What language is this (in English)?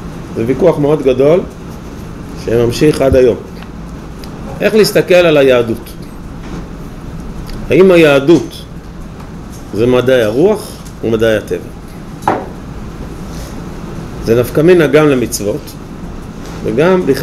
Hebrew